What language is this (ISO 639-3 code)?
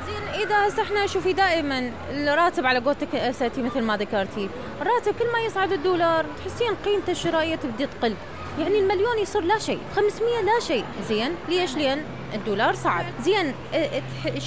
acm